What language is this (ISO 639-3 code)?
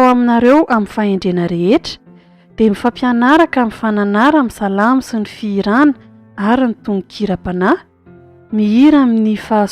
mlg